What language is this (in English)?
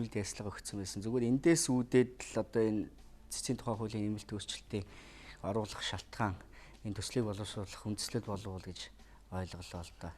Mongolian